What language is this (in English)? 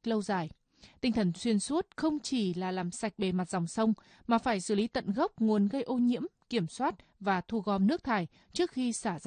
Vietnamese